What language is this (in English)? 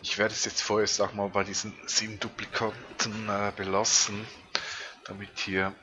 Swiss German